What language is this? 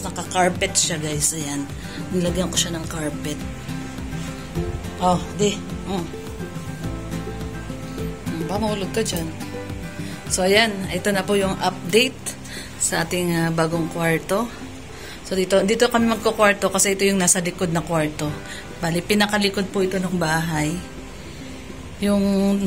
Filipino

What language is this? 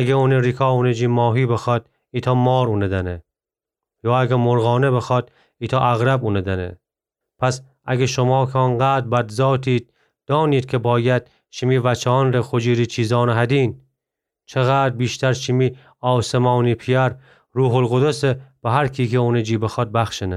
Gilaki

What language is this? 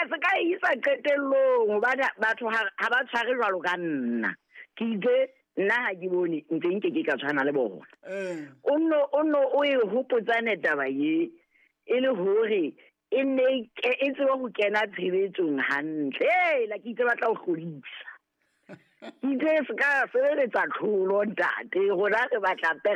Southern Sotho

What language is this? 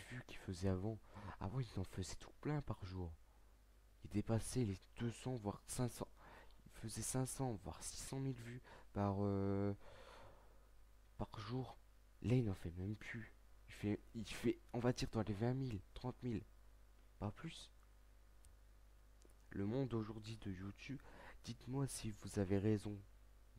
French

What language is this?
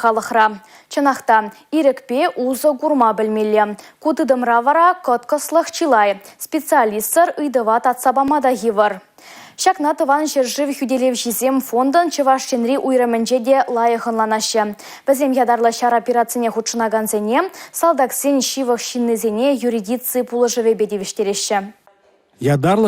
Chuvash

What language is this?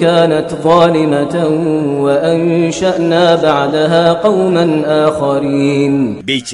Kashmiri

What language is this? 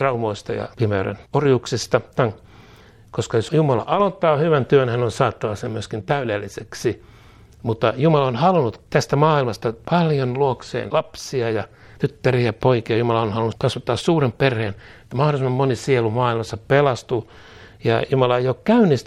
Finnish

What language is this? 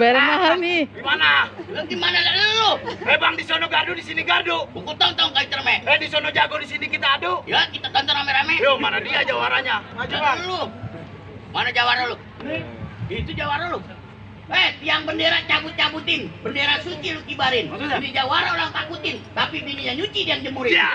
Betawi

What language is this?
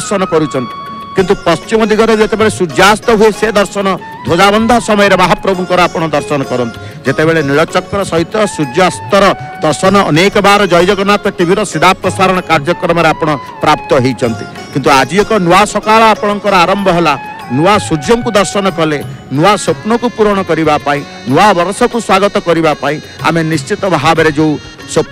Odia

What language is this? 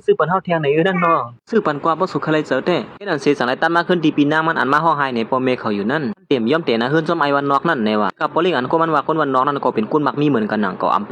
Shan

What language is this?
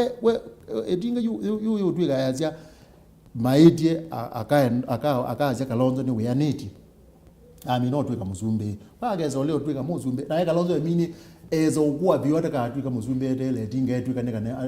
Kamba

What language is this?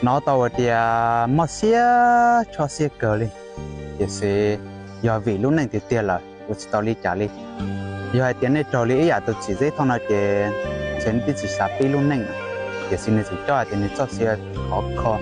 Hmong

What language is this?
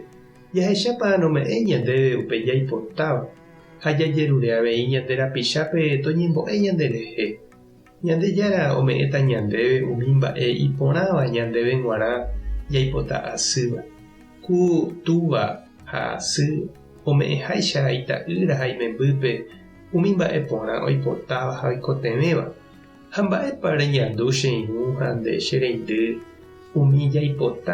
Guarani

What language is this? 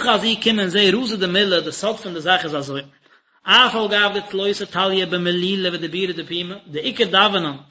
Yiddish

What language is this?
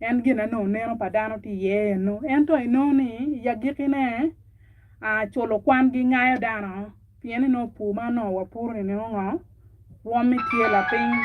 Acoli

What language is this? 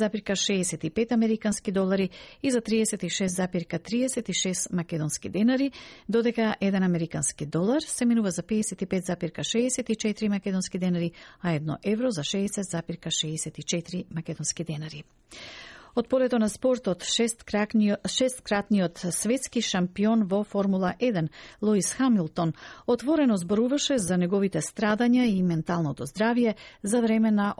Macedonian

